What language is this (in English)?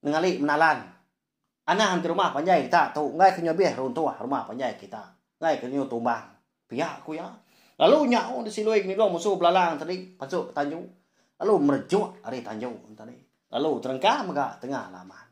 Iban